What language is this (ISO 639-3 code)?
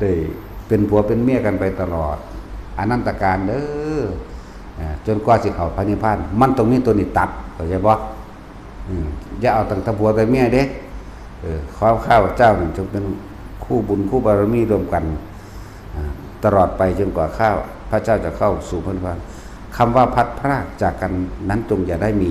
tts